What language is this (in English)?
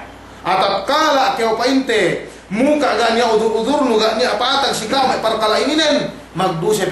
Yakan